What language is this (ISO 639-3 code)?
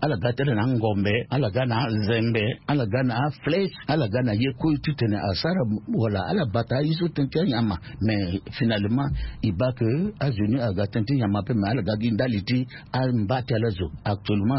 sag